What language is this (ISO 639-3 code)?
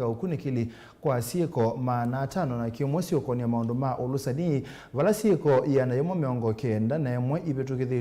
kam